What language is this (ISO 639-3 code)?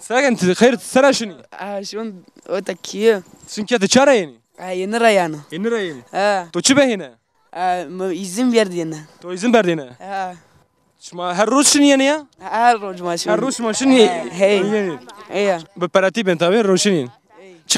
zza